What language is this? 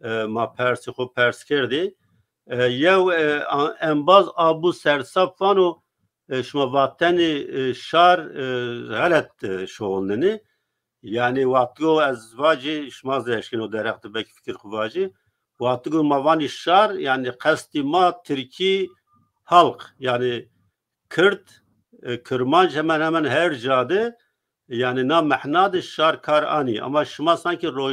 Zaza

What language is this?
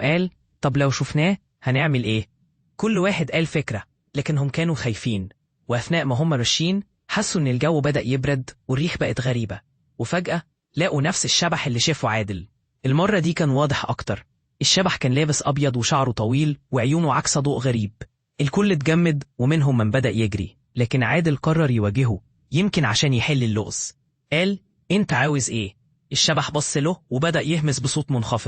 Egyptian Arabic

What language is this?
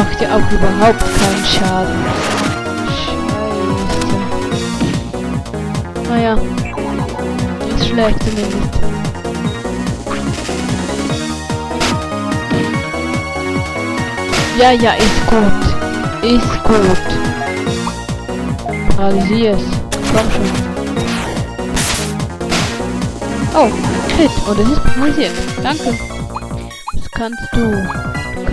German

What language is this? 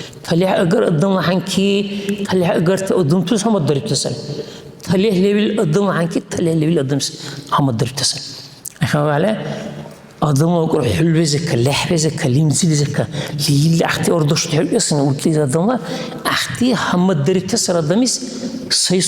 Dargwa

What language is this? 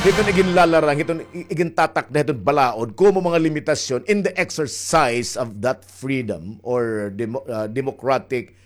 Waray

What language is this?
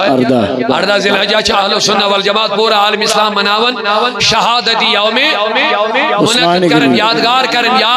Kashmiri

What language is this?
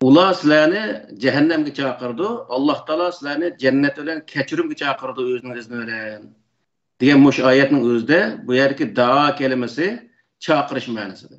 Uyghur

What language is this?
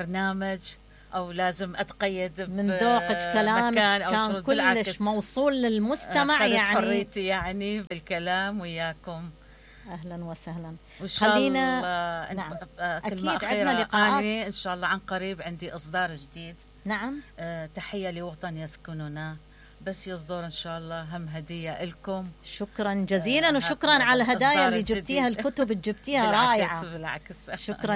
Mesopotamian Arabic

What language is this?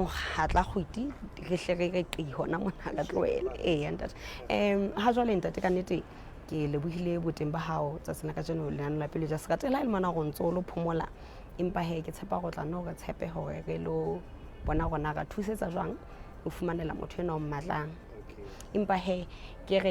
Southern Sotho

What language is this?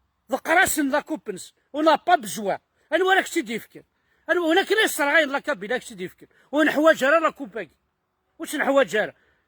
Kabyle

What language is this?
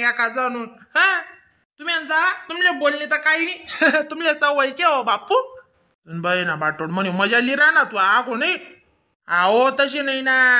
Khandesi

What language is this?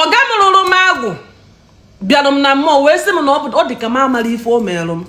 Igbo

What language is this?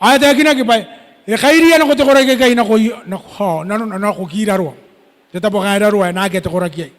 Gilbertese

